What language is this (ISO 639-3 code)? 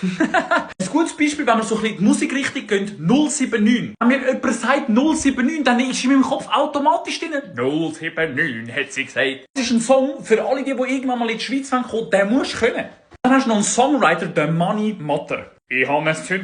gsw